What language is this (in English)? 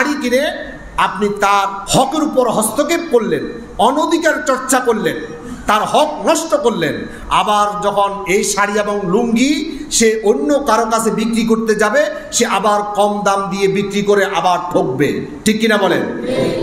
Bangla